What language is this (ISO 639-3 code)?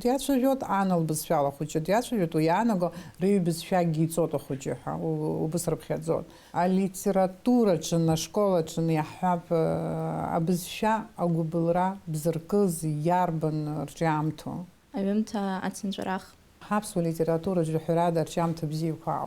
abk